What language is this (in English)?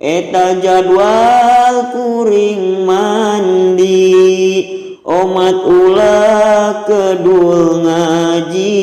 Sundanese